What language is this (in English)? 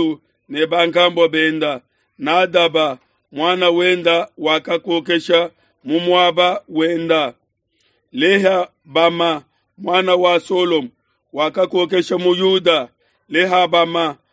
Luba-Lulua